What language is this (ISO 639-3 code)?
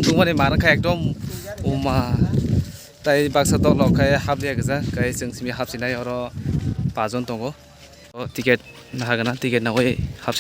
trp